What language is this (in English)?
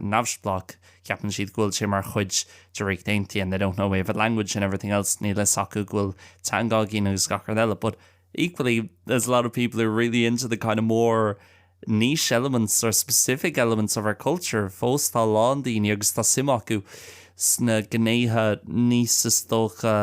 Irish